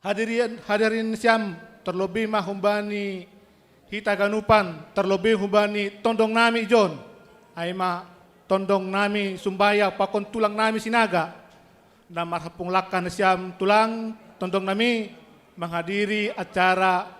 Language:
Batak Simalungun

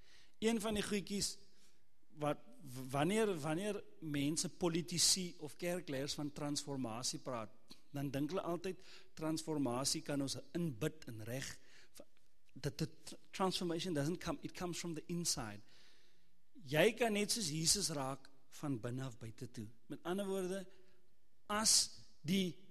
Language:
Afrikaans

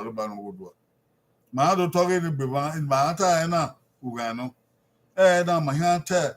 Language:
Bini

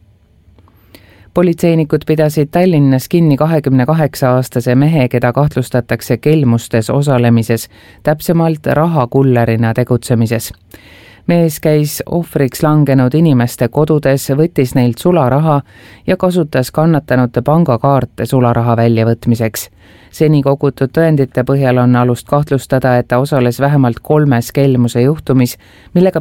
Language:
Estonian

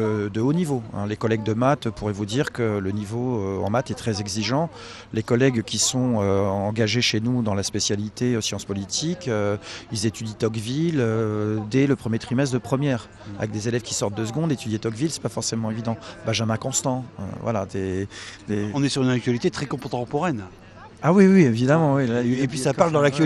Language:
French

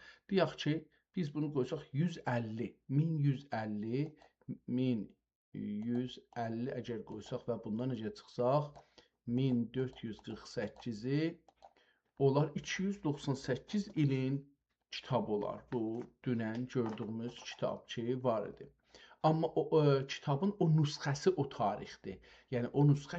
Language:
South Azerbaijani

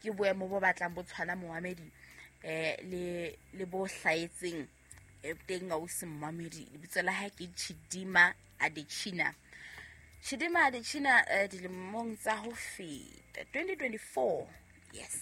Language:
Southern Sotho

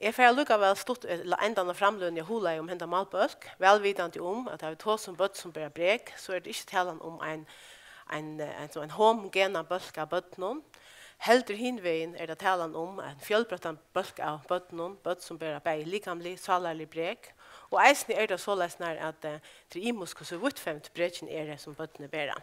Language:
Faroese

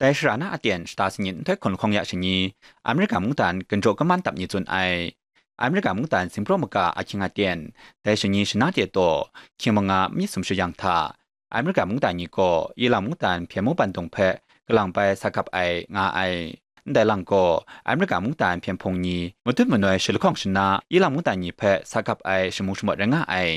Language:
Kachin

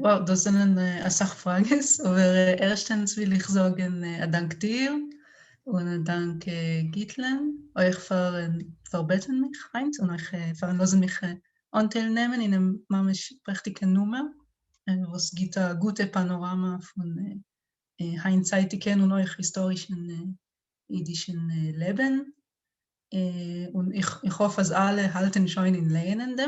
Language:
Yiddish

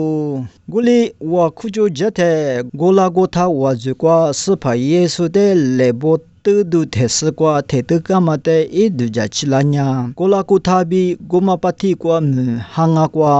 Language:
Lisu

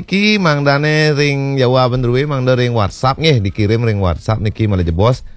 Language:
Balinese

